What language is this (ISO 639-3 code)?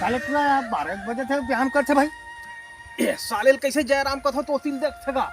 hne